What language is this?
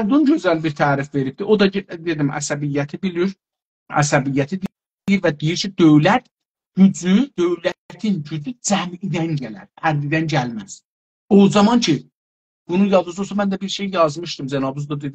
South Azerbaijani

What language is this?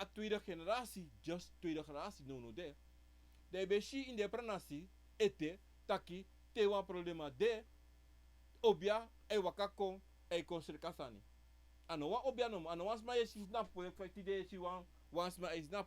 Sranan Tongo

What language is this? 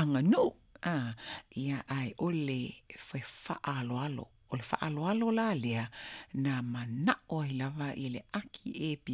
Samoan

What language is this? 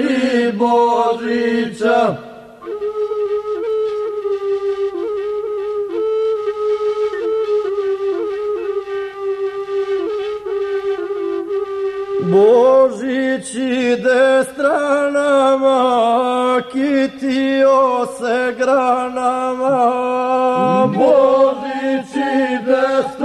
Croatian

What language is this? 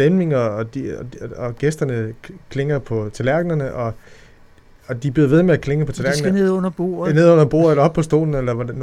Danish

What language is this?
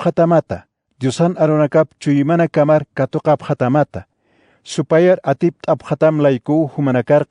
Aymara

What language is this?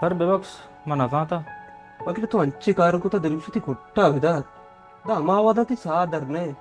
Baluchi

